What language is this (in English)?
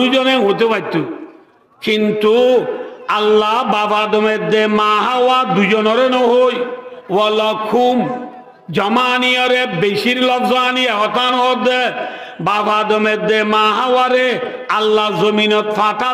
Rohingya